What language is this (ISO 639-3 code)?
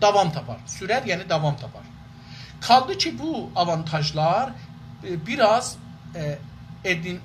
azb